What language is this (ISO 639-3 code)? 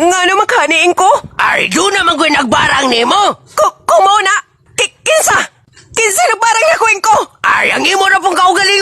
ceb